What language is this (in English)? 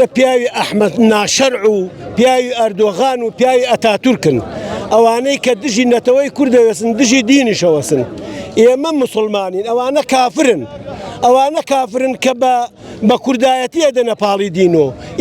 Central Kurdish